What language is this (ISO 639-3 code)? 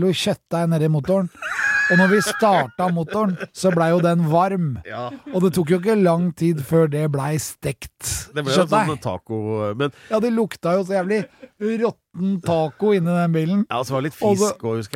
nor